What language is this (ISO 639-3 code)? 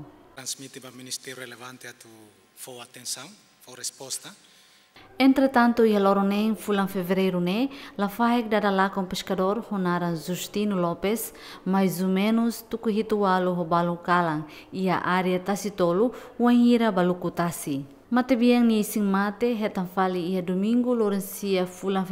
tet